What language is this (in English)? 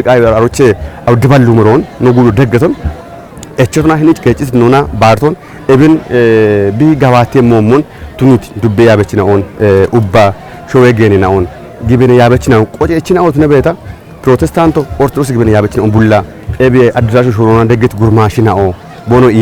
Kafa